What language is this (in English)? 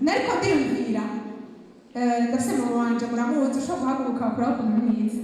Rundi